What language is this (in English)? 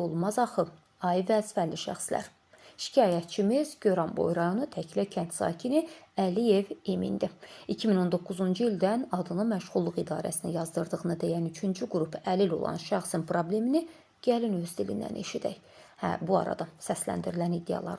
Azerbaijani